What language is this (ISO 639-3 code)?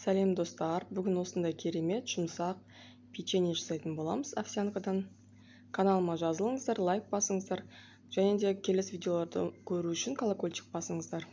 kaz